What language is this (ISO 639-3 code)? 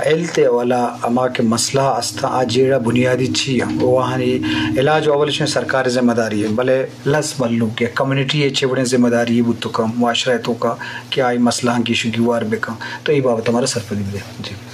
bgp